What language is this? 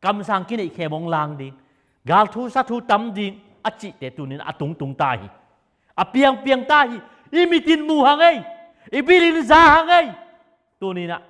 Tedim Chin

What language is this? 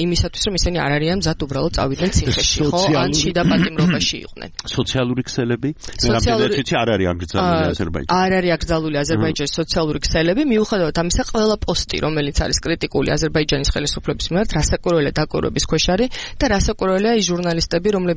Georgian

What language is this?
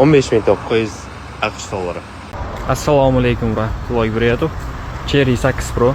Uzbek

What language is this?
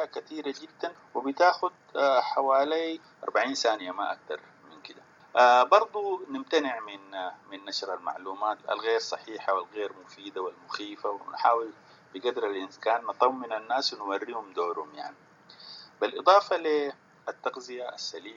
Sudanese Arabic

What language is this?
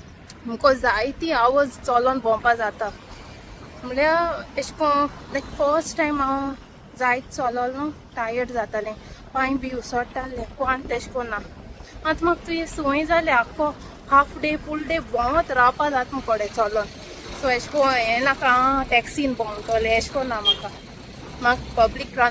Konkani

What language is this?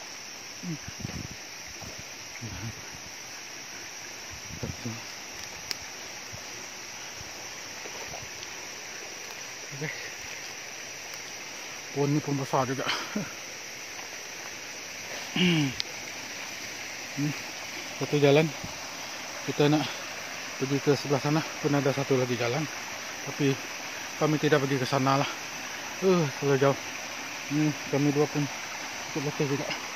Malay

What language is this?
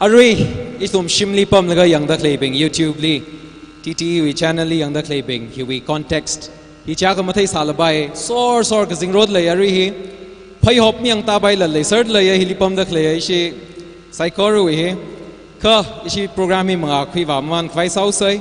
Tangkhul Naga (India)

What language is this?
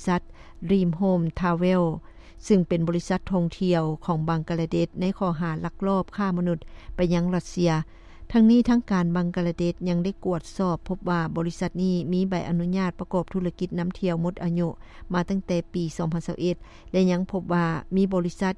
Lao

